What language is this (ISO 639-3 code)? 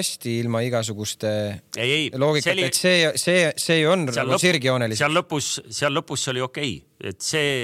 est